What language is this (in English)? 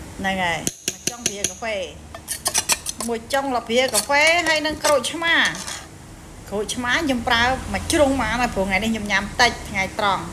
Khmer